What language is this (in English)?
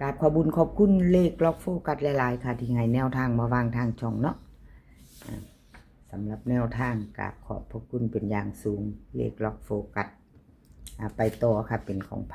Northeastern Thai